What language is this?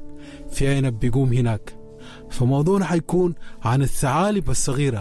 Sudanese Arabic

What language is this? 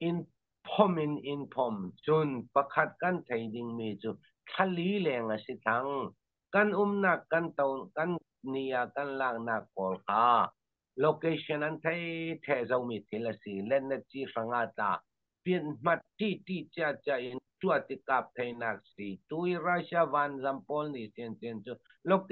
Falam Chin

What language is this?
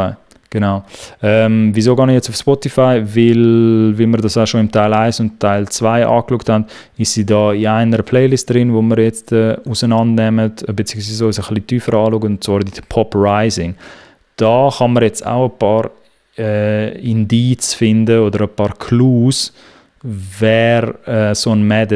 Swiss German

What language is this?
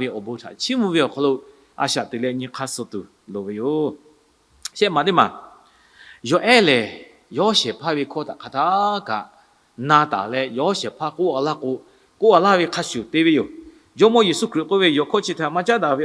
Lahu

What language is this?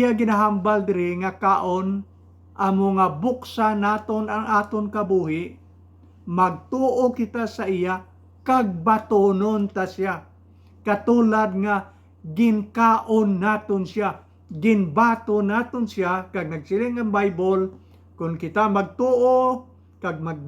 Hiligaynon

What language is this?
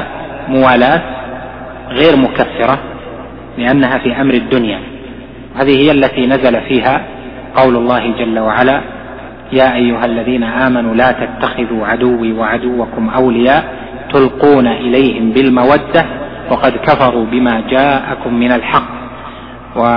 Arabic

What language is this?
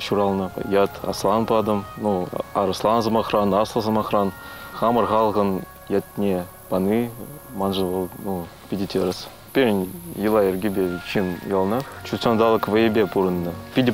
Chuvash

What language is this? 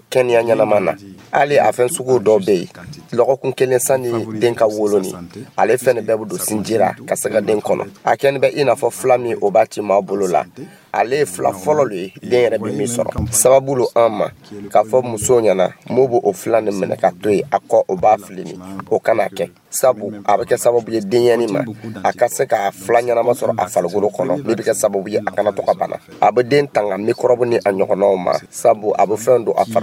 Dyula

